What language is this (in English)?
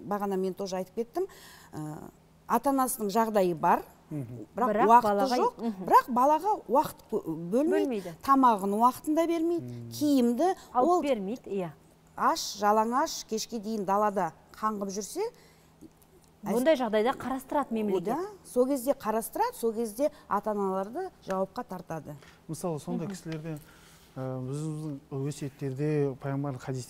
Kazakh